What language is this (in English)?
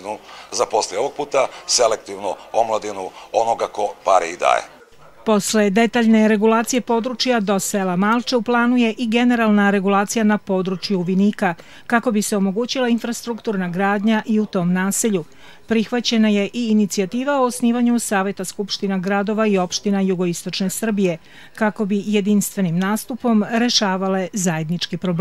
Serbian